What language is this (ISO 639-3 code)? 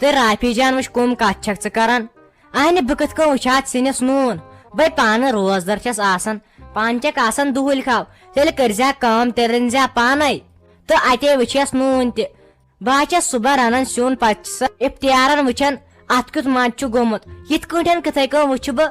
kas